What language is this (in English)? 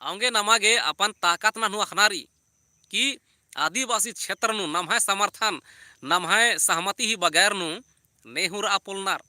Kurukh